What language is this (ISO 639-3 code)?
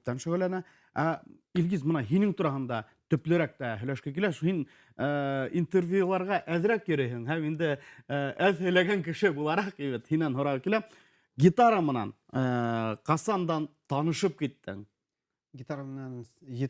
bak